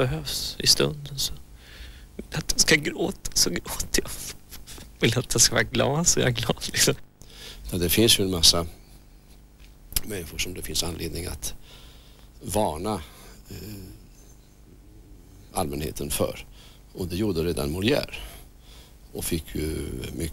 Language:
Swedish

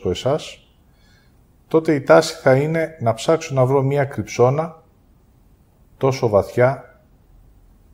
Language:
Greek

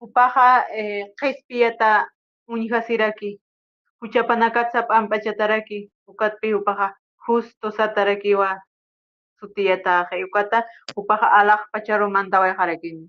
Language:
Aymara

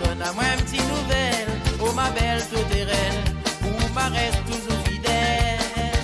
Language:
Morisyen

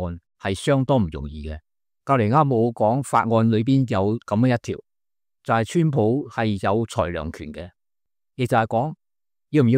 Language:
Cantonese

